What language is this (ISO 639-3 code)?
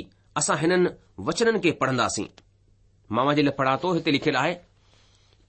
snd